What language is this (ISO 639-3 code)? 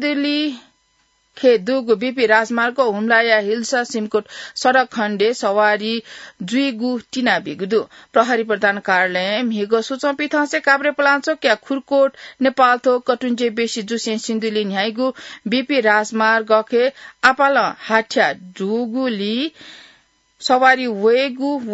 new